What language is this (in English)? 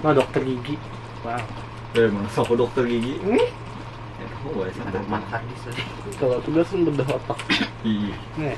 Banjar